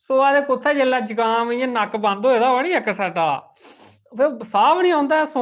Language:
Dogri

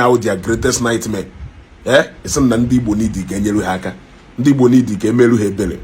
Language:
Igbo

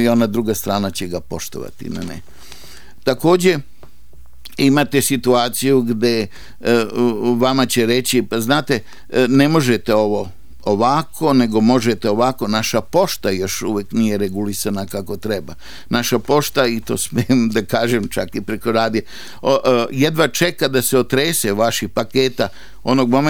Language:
Serbian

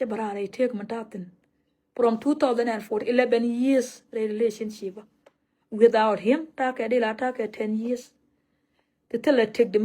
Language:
Nuer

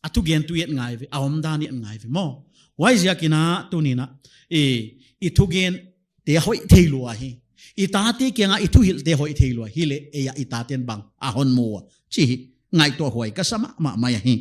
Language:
Paite Chin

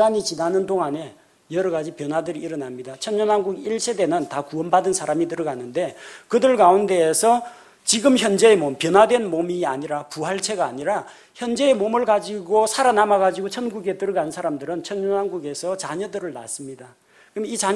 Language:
Korean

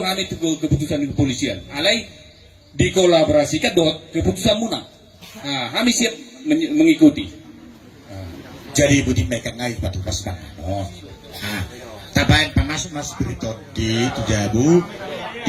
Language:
Batak Toba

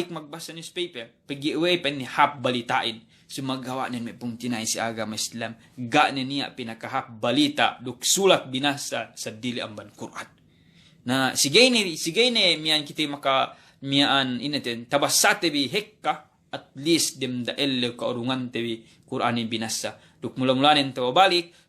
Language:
Yakan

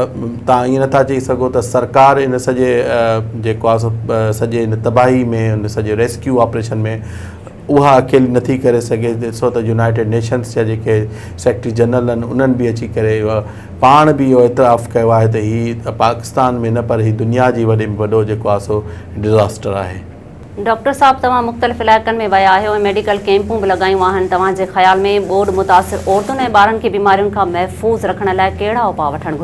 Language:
Sindhi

